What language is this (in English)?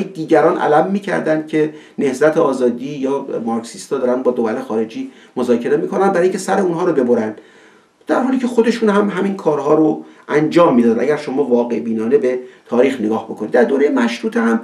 Persian